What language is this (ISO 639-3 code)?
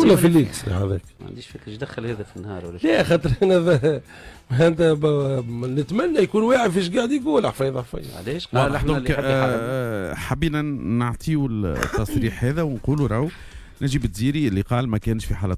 aeb